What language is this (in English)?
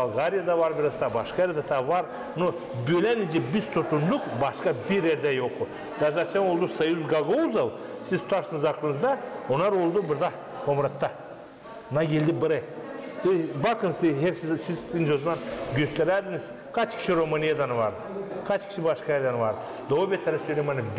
Gagauz